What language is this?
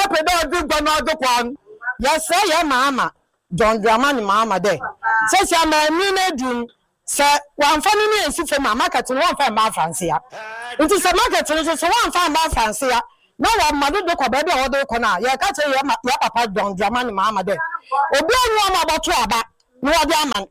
Akan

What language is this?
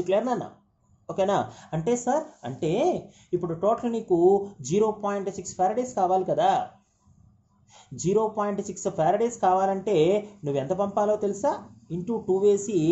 Telugu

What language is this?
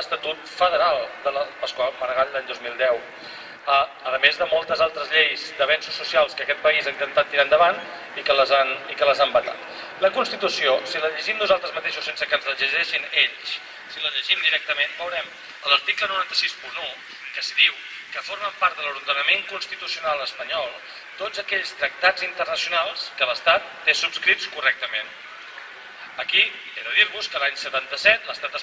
Catalan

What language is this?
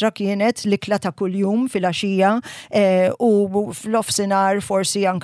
Maltese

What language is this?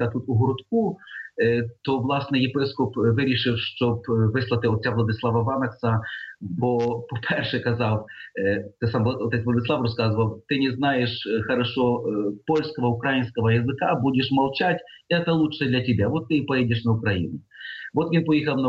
Ukrainian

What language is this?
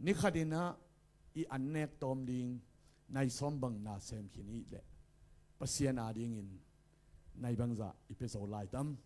Tedim Chin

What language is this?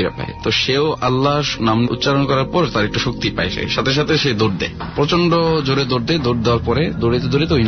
Bangla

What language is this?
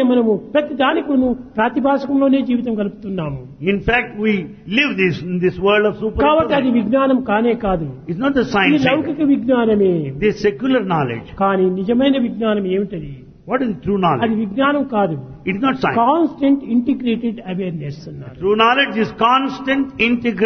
Telugu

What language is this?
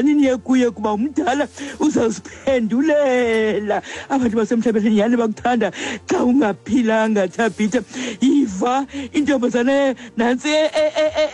Xhosa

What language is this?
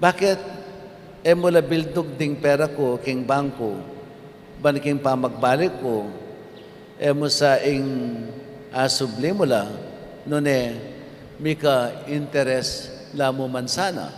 Pampanga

